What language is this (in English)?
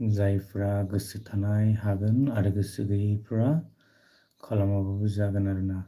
Bodo